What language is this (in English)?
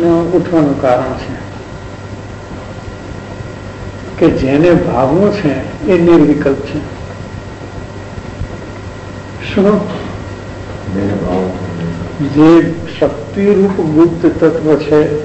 Gujarati